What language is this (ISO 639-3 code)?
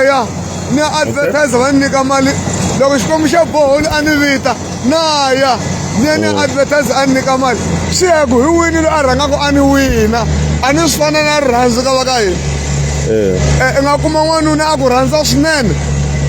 tso